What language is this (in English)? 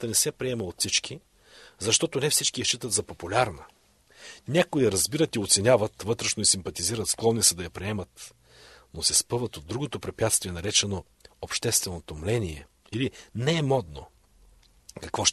Bulgarian